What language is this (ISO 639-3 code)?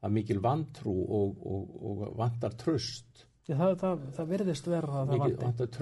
isl